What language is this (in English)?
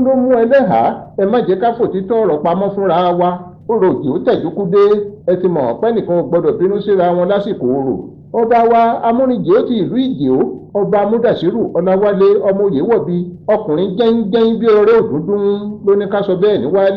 Yoruba